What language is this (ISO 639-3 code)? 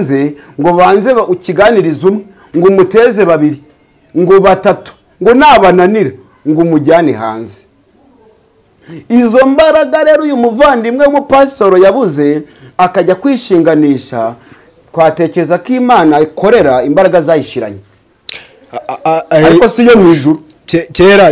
kin